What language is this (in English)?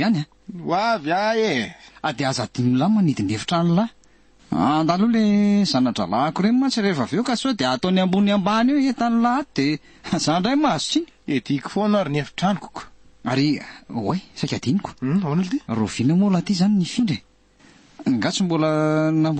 Malagasy